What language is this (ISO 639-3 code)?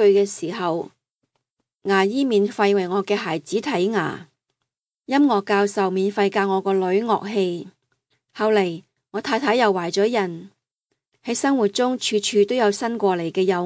yue